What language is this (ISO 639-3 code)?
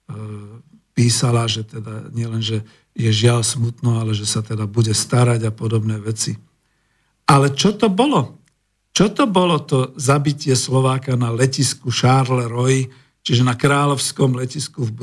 slk